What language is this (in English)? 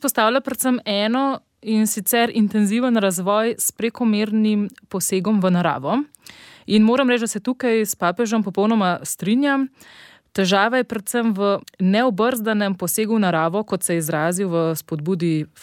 Slovenian